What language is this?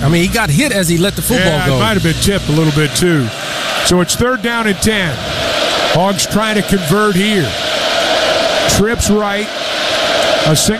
English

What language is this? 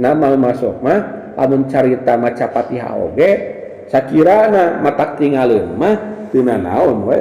Sundanese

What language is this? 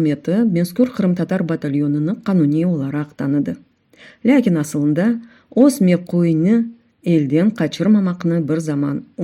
Crimean Tatar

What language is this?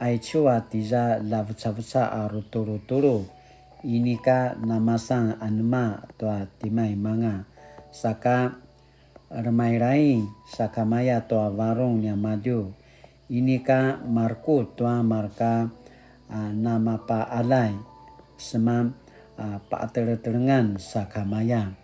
Paiwan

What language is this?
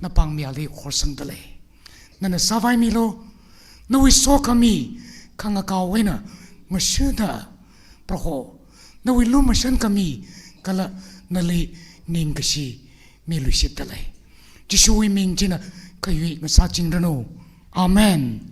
Tangkhul Naga (India)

